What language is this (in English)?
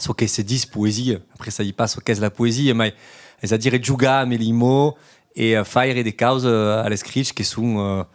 Occitan